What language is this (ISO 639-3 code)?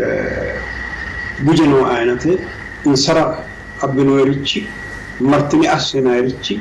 sid